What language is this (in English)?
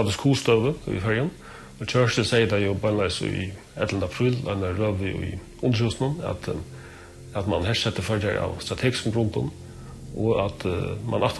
Faroese